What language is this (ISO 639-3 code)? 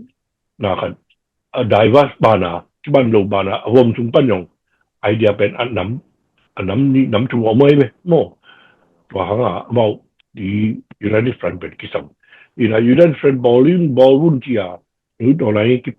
ctd